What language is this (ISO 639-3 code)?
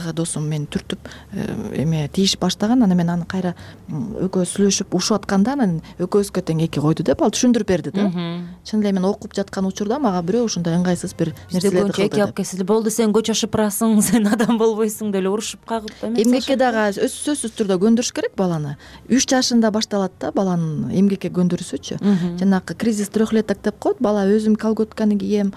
kir